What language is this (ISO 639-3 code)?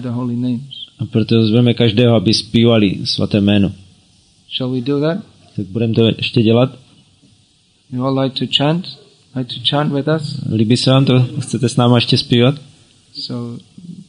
ces